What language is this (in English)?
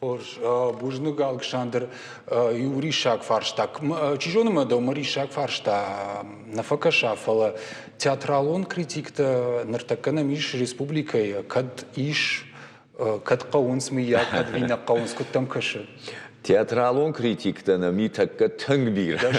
Ossetic